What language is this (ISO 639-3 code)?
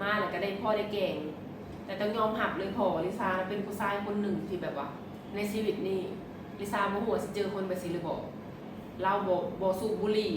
lao